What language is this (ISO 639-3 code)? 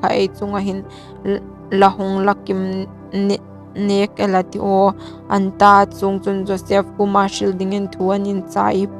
hmr